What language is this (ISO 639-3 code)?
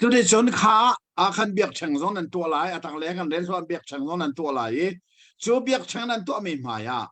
cnh